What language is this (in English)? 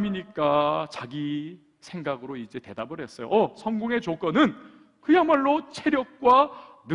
Korean